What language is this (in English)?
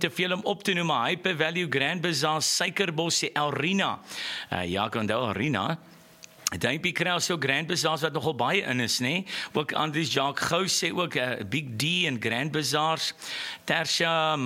Afrikaans